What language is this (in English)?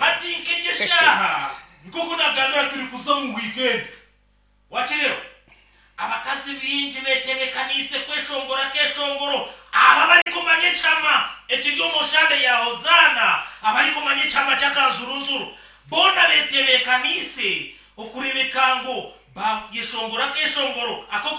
Nyankole